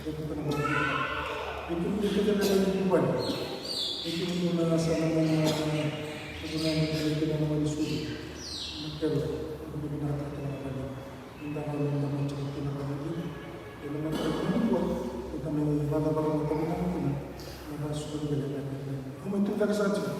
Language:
Fijian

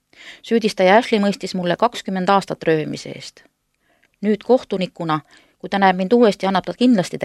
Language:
Estonian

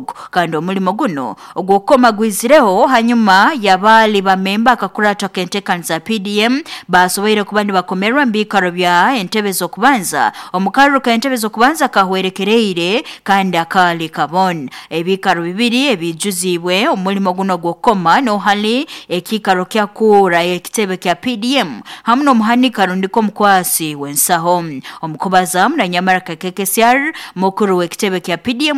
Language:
Nyoro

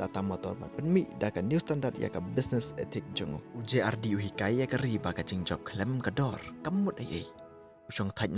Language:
Khasi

